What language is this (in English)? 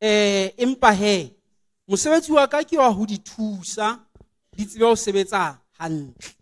Southern Sotho